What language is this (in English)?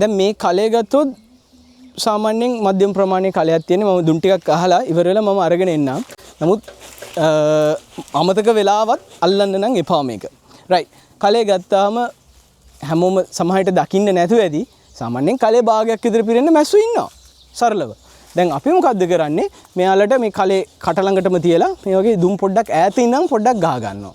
Sinhala